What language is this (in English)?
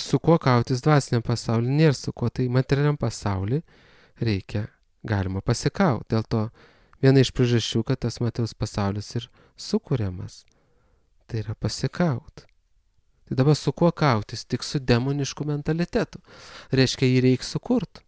Lithuanian